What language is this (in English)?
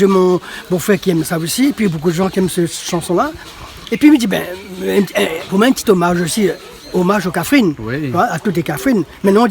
Réunion Creole French